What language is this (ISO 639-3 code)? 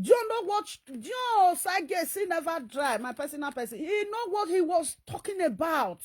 pcm